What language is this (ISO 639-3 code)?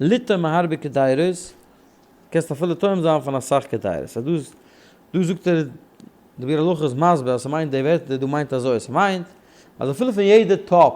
yid